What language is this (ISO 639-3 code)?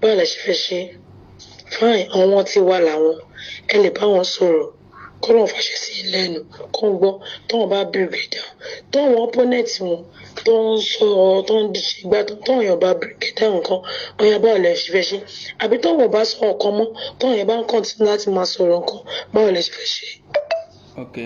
yor